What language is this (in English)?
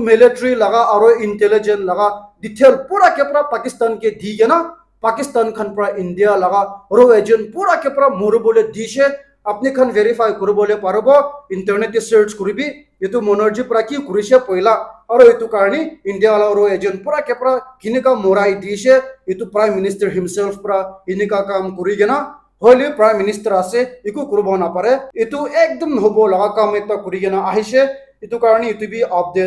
Naga Pidgin